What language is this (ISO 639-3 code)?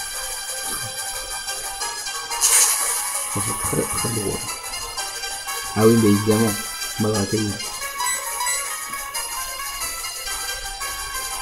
fra